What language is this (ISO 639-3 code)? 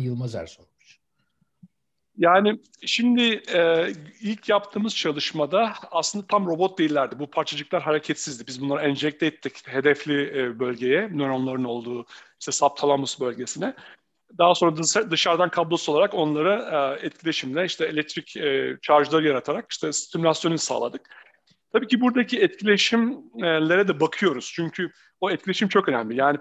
tur